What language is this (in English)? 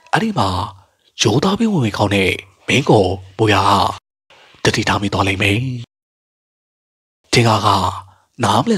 Burmese